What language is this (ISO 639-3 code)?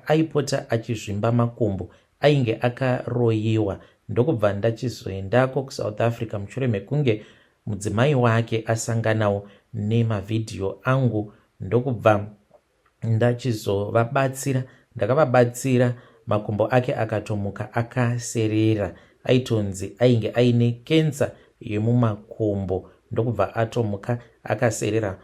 sna